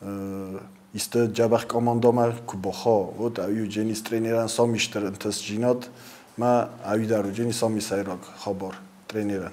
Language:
Ossetic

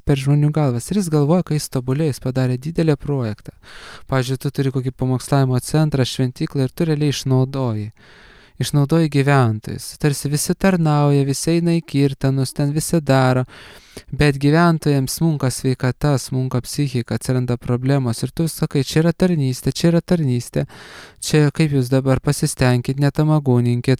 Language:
Lithuanian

